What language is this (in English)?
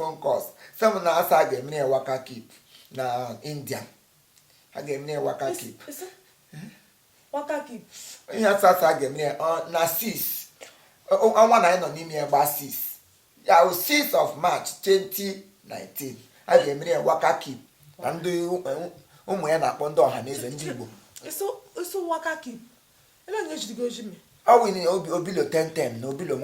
Igbo